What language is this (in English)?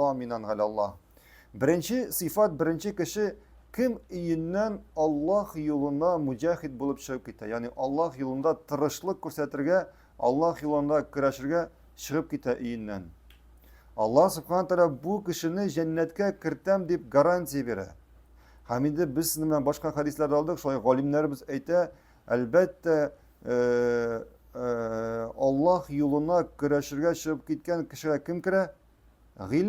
Tatar